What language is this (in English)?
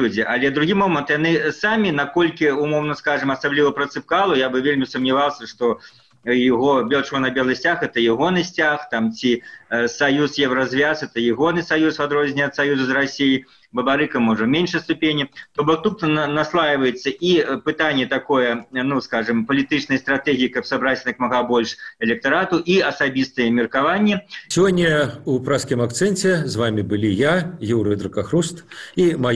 Belarusian